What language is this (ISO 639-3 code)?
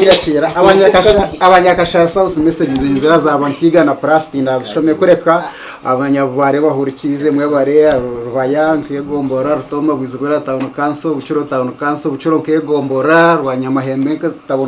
nyn